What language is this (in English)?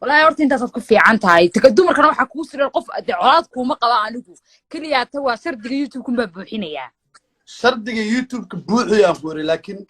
Somali